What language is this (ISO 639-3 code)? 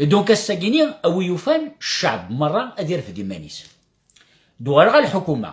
kab